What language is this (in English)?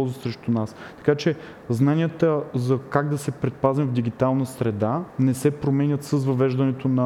Bulgarian